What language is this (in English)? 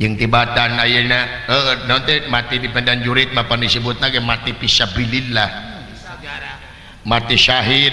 Sundanese